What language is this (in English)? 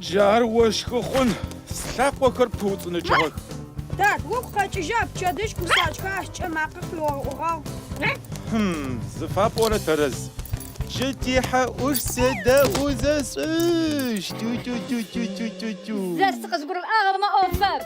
Adyghe